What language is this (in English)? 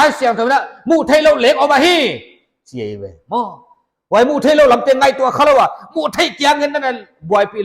Paite Chin